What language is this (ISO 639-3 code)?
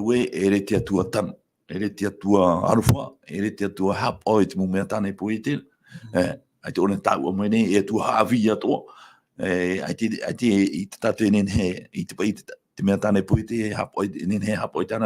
tah